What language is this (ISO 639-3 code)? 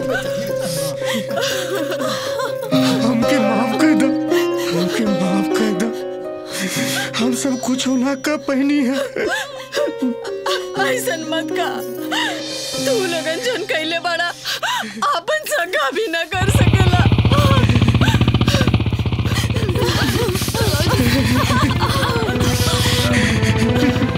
bho